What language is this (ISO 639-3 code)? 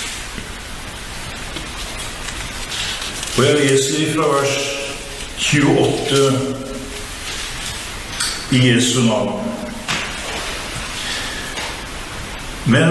nor